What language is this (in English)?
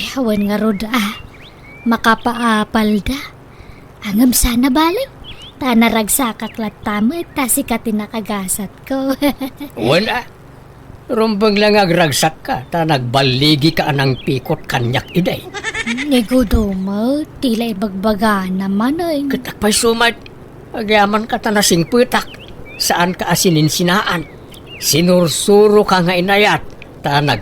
Iloko